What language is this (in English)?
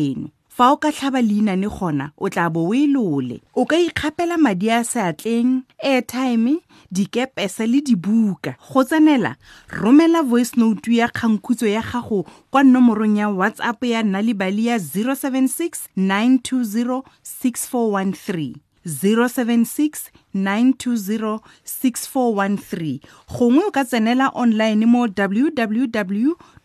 Tswana